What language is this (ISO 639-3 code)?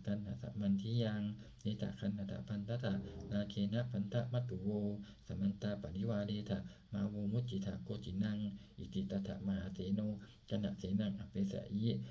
pli